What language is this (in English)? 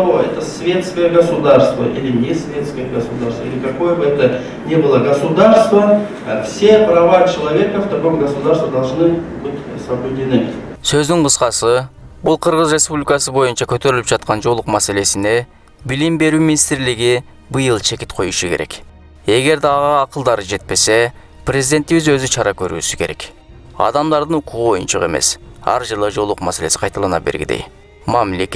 Kyrgyz